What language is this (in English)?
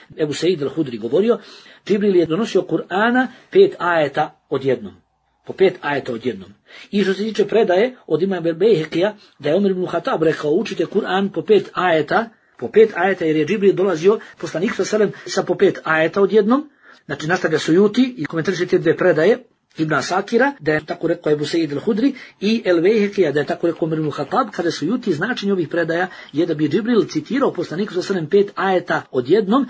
Bosnian